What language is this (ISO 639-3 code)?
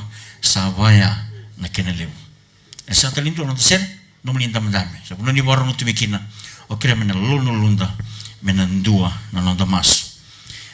fij